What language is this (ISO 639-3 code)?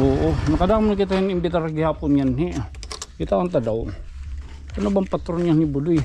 war